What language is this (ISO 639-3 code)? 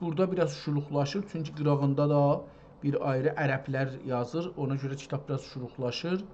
azb